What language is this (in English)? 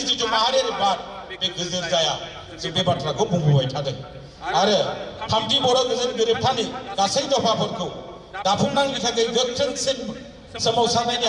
Bodo